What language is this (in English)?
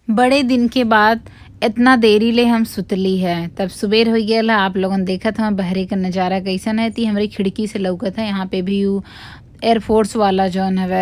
Bhojpuri